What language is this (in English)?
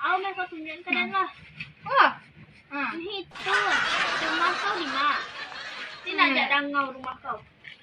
Minangkabau